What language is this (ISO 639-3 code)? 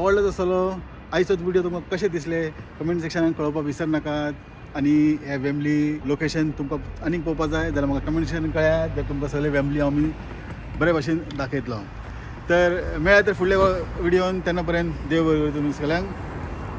kok